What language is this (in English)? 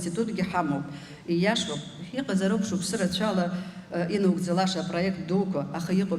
Abkhazian